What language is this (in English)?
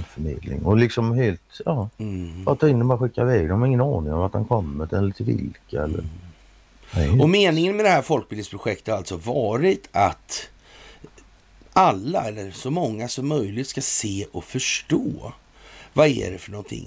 Swedish